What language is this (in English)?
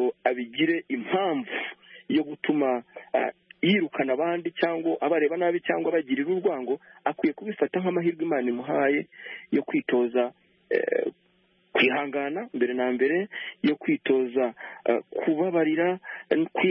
Kinyarwanda